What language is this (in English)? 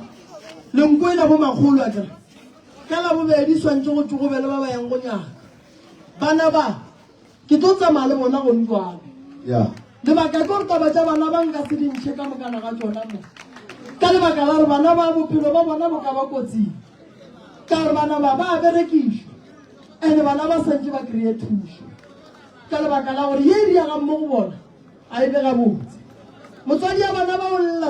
Northern Sotho